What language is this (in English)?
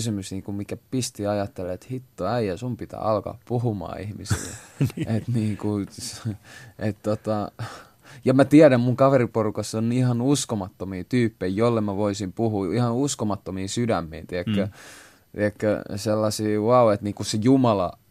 Finnish